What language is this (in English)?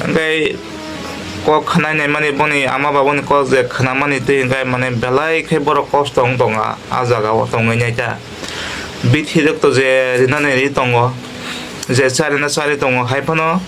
Kok Borok